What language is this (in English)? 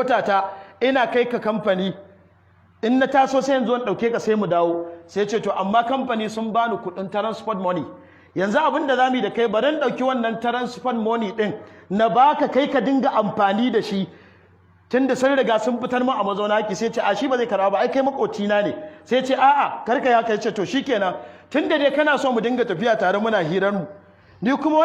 Hausa